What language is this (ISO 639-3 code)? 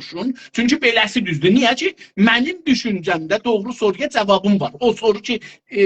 azb